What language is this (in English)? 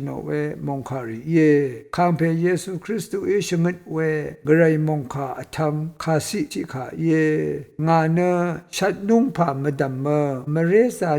Rawang